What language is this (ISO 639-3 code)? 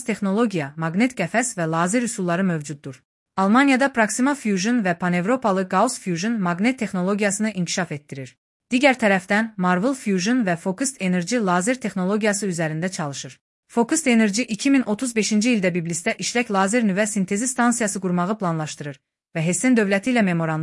aze